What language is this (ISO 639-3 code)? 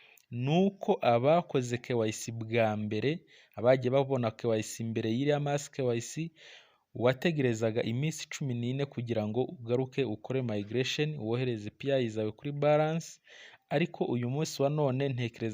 kin